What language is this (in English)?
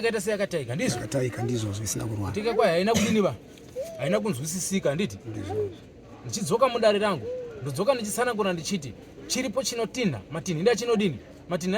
Shona